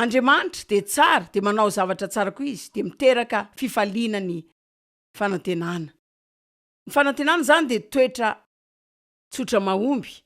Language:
Malagasy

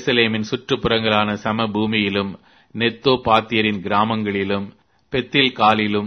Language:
Tamil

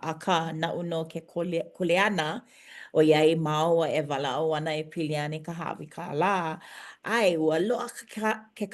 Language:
Hawaiian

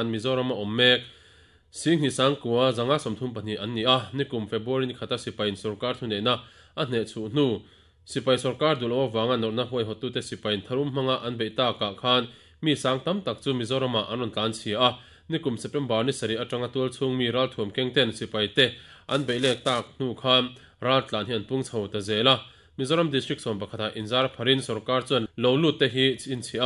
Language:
Mizo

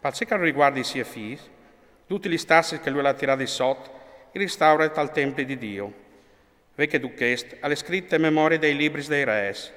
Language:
Friulian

